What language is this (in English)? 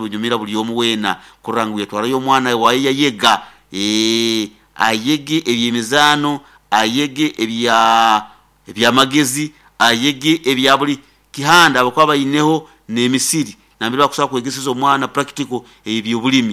Nyoro